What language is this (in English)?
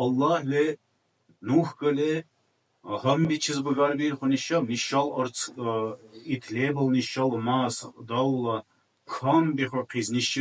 Dargwa